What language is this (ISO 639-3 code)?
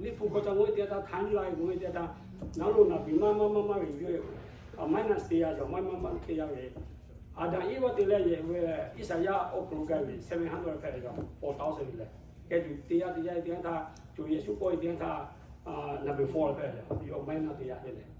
lhu